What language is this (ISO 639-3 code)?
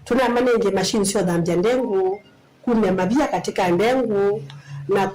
kam